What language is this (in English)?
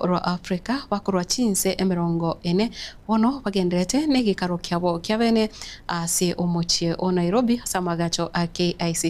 Gusii